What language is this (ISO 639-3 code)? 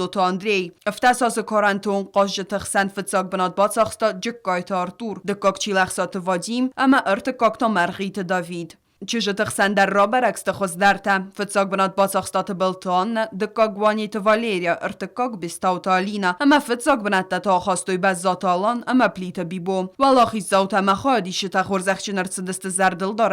oss